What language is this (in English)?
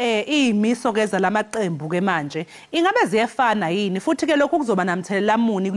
Zulu